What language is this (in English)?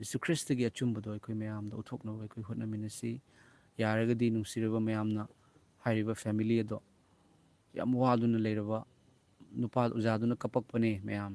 Manipuri